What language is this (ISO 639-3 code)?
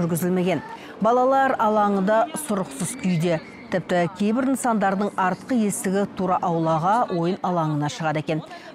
kaz